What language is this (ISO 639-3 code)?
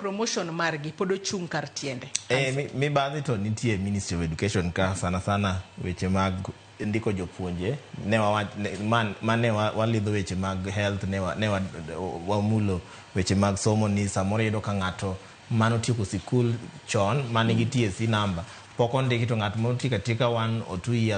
luo